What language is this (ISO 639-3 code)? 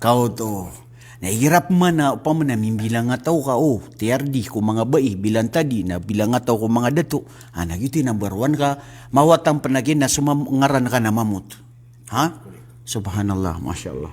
mrw